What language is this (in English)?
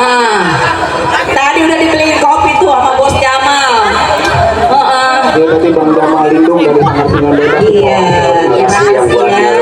Betawi